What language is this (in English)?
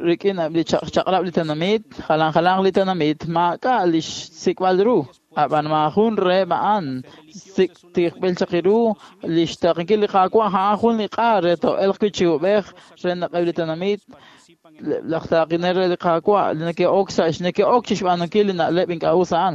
Kekchí